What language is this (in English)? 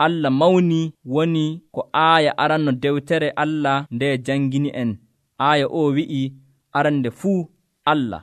Nigerian Fulfulde